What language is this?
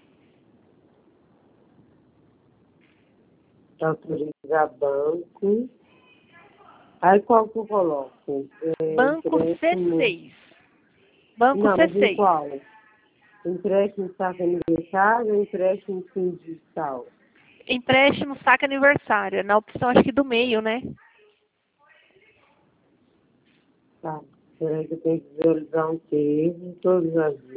Portuguese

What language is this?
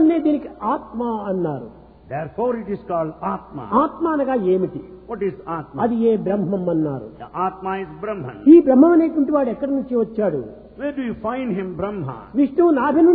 Telugu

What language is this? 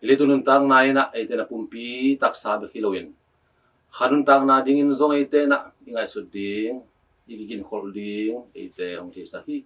Tedim Chin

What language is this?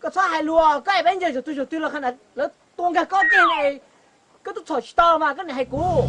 Hmong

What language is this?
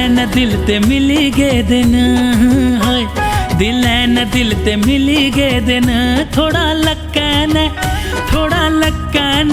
Dogri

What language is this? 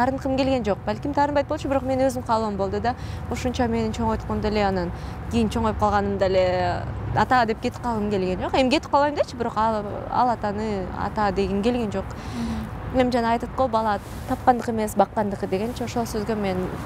Kyrgyz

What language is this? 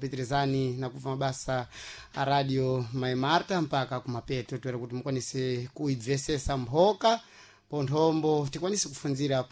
Sena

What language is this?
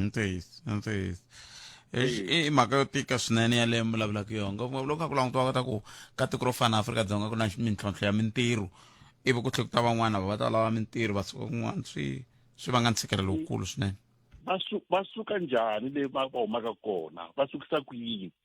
Tsonga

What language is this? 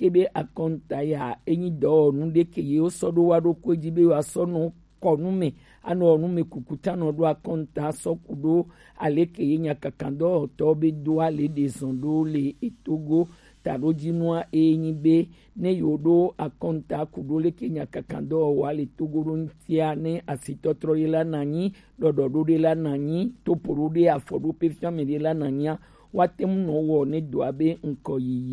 Gen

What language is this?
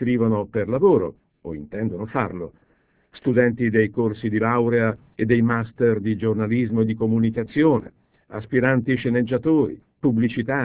Italian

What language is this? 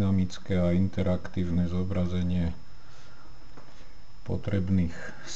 Slovak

